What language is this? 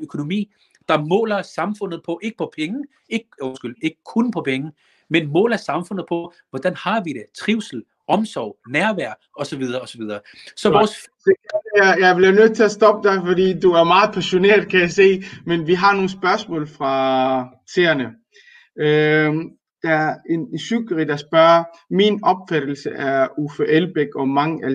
Danish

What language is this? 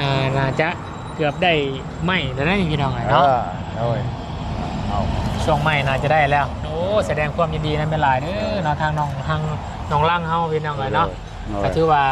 Lao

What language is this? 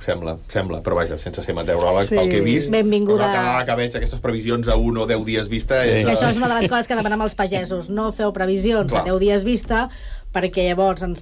Catalan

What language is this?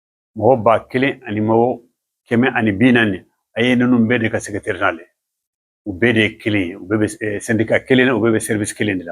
Bambara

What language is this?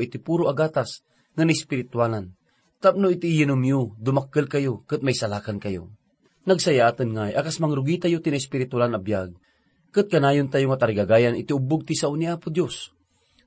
Iloko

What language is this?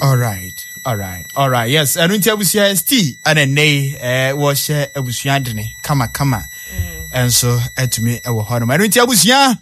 Akan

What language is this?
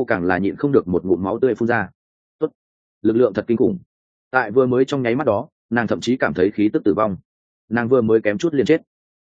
Vietnamese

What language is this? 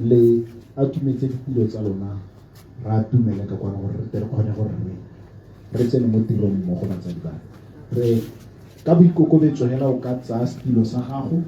Tswana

